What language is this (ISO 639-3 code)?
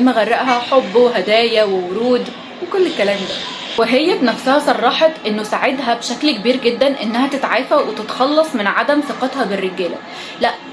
arz